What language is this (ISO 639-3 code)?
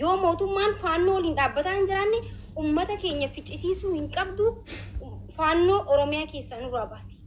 orm